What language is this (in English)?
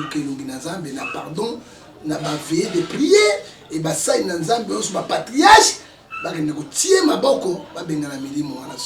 Lingala